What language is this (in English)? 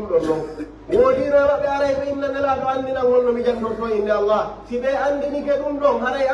Pular